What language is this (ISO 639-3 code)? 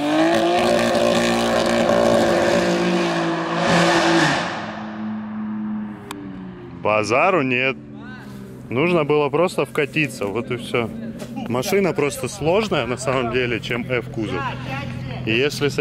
rus